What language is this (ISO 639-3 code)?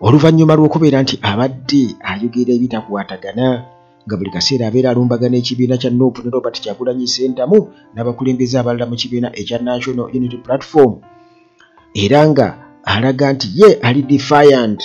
lug